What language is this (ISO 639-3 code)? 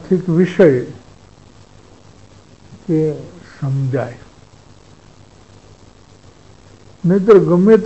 guj